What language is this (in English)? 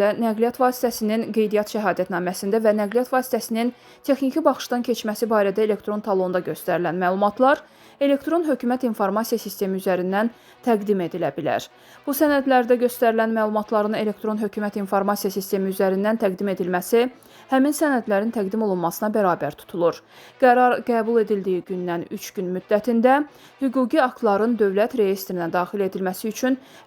Azerbaijani